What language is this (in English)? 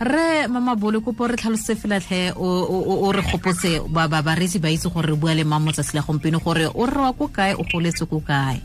Tswana